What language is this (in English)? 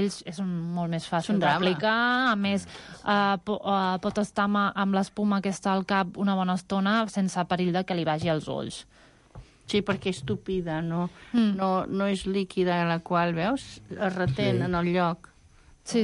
Catalan